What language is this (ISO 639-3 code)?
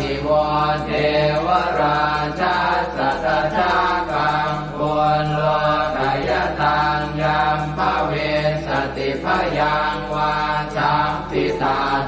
pli